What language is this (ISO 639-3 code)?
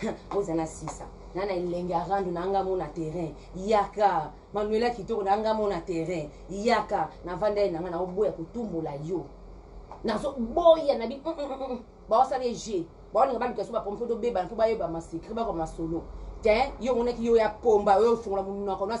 lin